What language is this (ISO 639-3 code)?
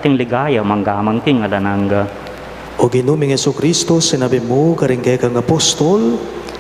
pam